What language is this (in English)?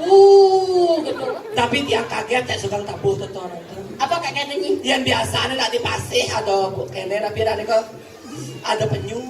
Balinese